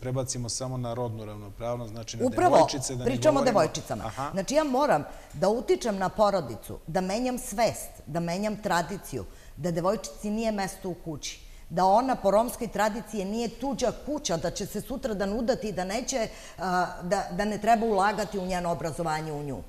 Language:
Serbian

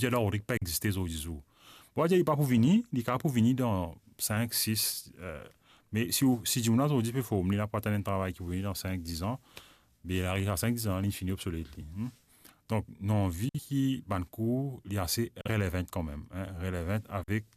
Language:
Morisyen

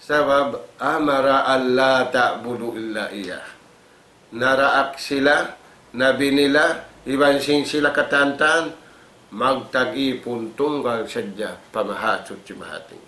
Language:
Tausug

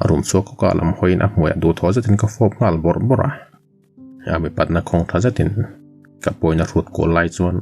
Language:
Mizo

